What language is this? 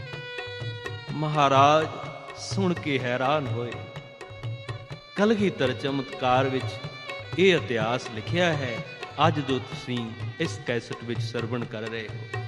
Punjabi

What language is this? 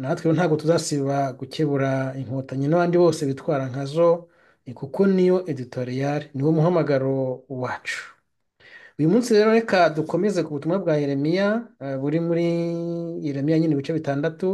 Kinyarwanda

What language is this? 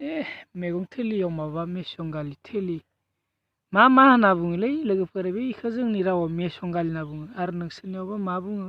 Bodo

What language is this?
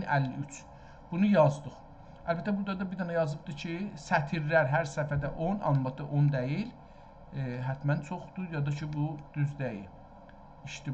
South Azerbaijani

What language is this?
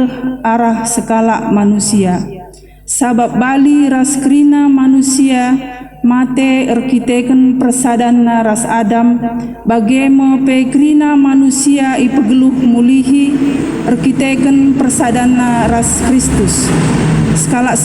Batak Karo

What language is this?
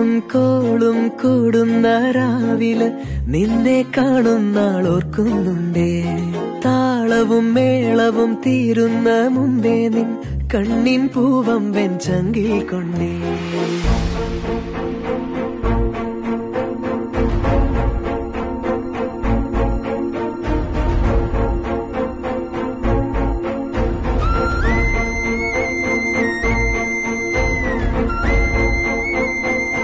Malayalam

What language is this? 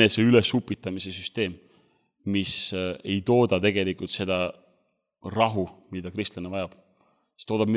Estonian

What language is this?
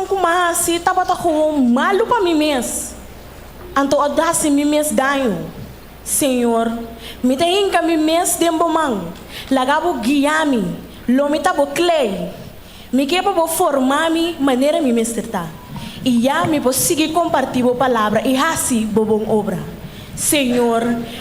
Papiamento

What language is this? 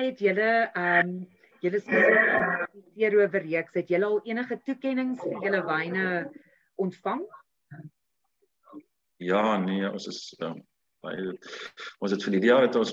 Afrikaans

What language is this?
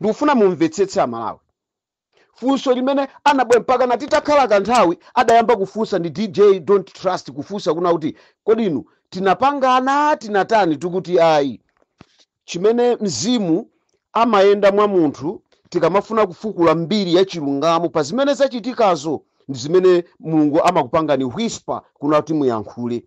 Nyanja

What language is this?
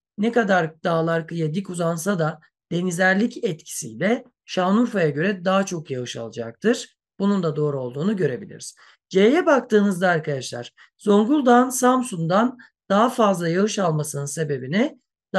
Turkish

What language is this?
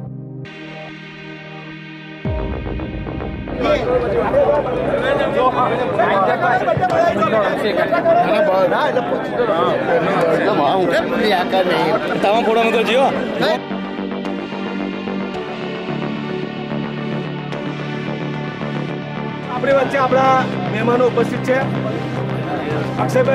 Gujarati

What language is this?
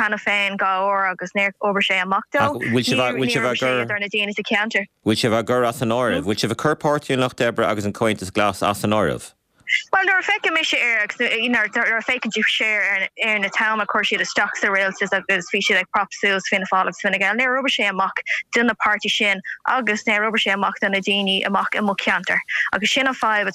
Irish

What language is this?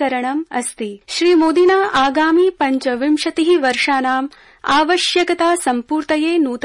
Sanskrit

